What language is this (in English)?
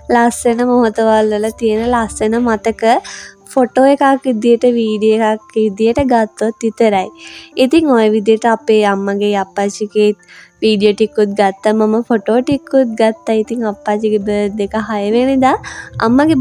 Sinhala